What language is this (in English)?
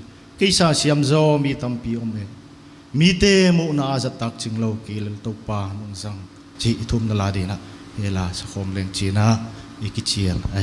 Paite Chin